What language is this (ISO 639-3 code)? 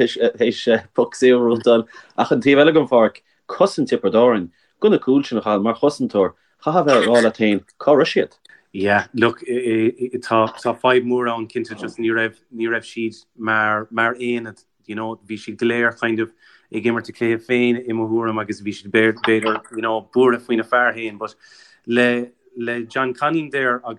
gle